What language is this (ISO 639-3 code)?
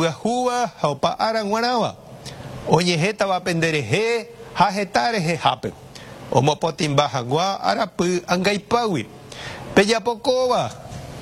grn